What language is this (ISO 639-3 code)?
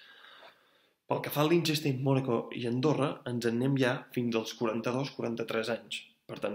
cat